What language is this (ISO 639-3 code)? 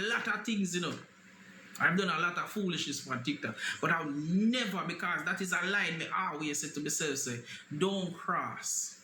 jam